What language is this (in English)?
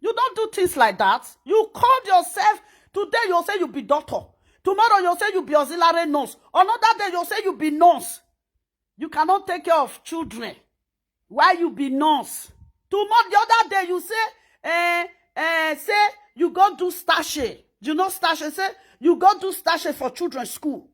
Nigerian Pidgin